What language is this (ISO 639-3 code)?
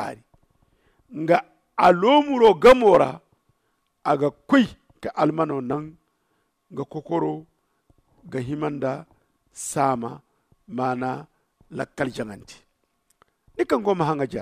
dje